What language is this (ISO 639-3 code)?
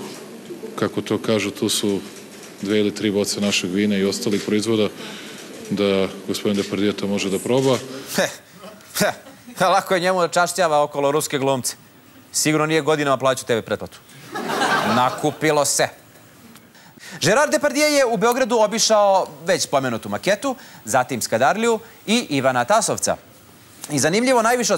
srp